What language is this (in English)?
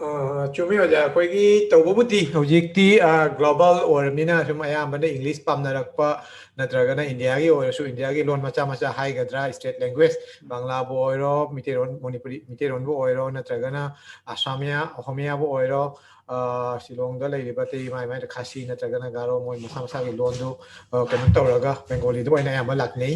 Manipuri